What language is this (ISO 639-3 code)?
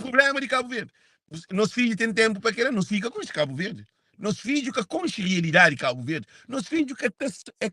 kea